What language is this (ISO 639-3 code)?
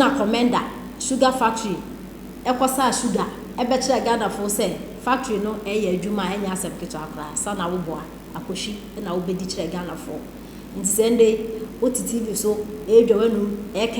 aka